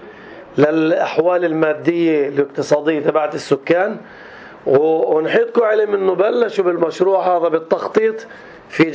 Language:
North Levantine Arabic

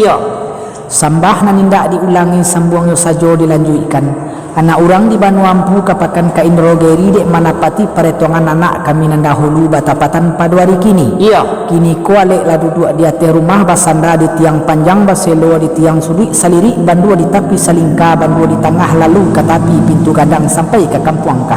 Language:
Minangkabau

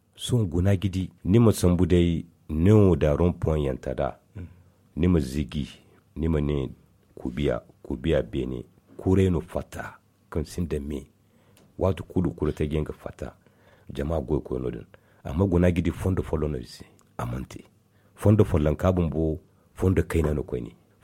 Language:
Zarma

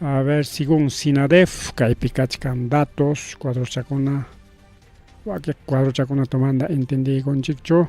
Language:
Ayacucho Quechua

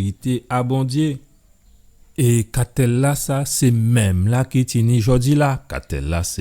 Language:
Guadeloupean Creole French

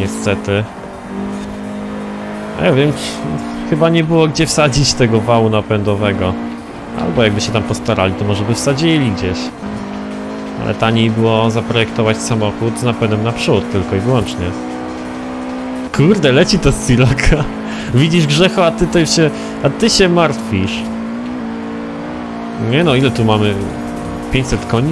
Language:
Polish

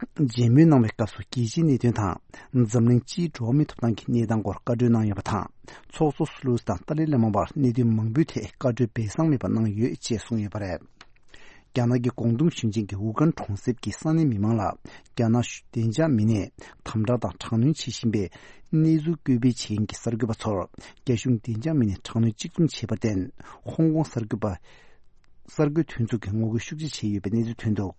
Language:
Tibetan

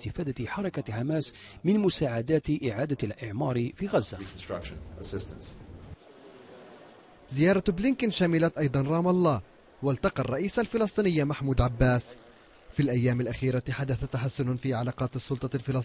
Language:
Arabic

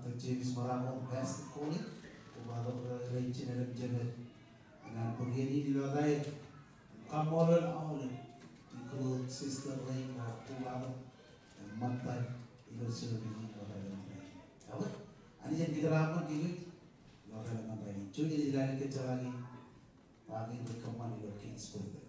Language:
Marshallese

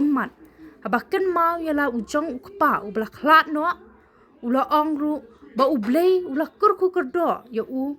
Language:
Khasi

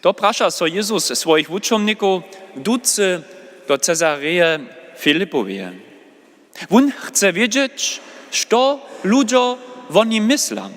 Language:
Upper Sorbian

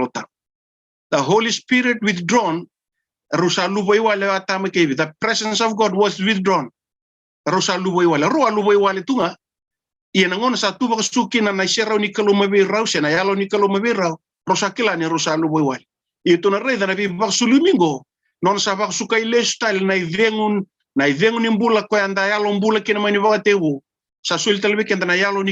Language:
Fijian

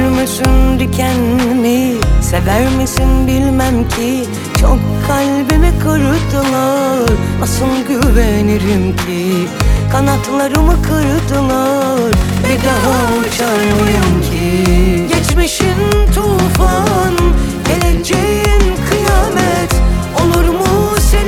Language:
Turkish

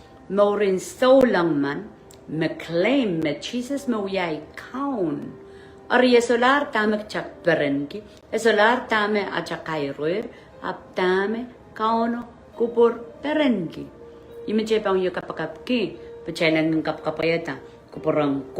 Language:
Pohnpeian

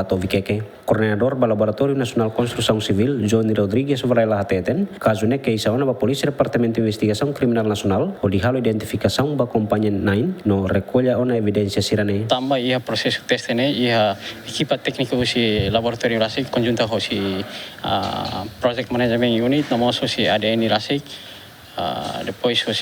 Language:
Tetum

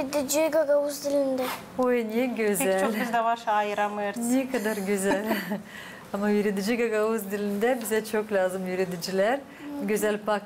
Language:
Gagauz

